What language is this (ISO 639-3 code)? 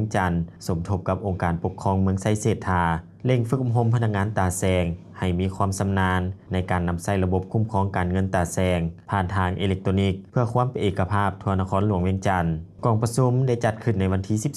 lao